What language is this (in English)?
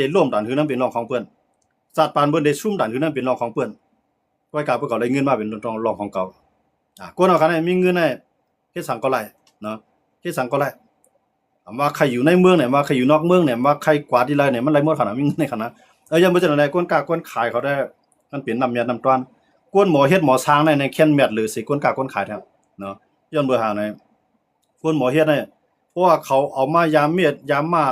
Shan